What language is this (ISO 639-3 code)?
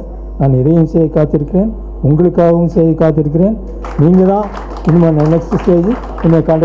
tam